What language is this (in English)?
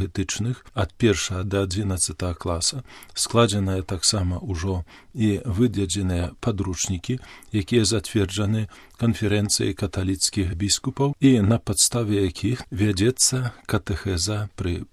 Belarusian